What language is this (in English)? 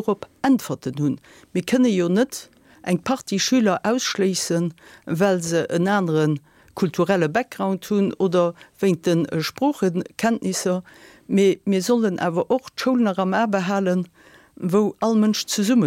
Luxembourgish